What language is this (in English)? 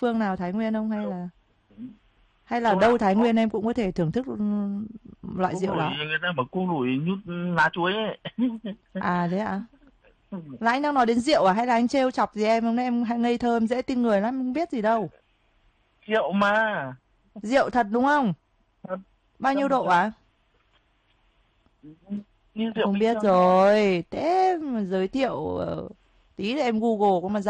Vietnamese